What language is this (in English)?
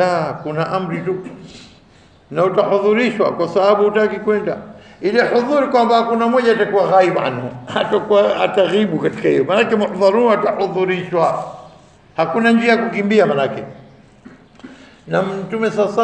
Swahili